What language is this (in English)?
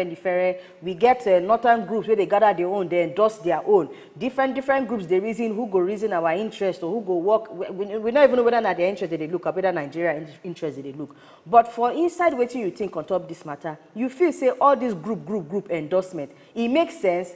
Nigerian Pidgin